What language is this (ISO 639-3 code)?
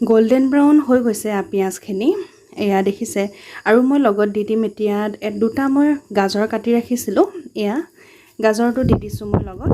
asm